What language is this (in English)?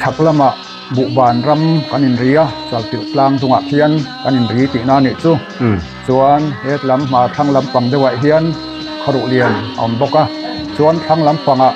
Mizo